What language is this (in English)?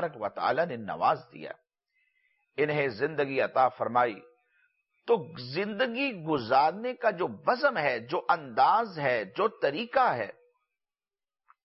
Urdu